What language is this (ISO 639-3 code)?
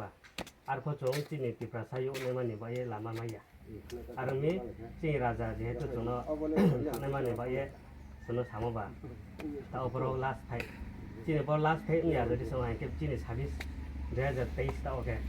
trp